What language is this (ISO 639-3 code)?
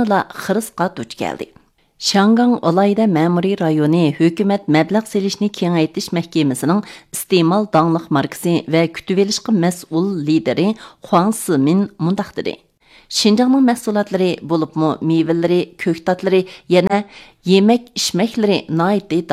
uig